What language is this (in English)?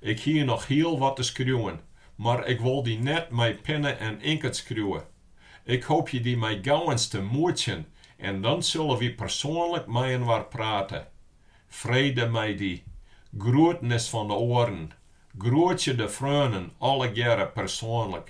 Western Frisian